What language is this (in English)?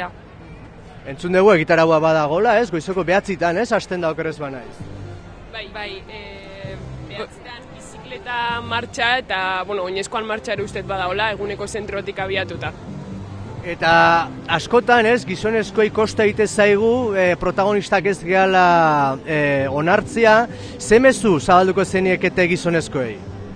Basque